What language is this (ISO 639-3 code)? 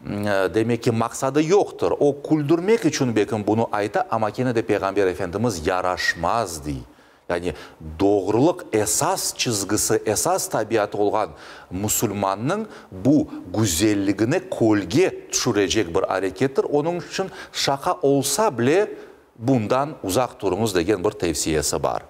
crh